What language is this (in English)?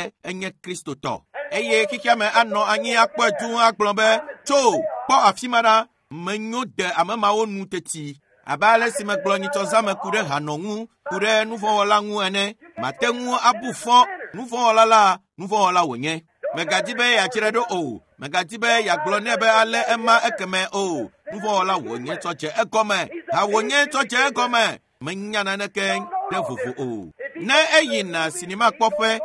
Ewe